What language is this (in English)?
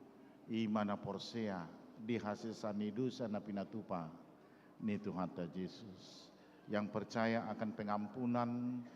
Batak Toba